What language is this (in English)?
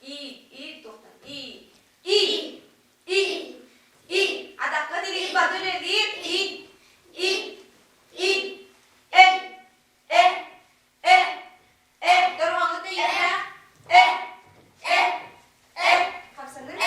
Yakut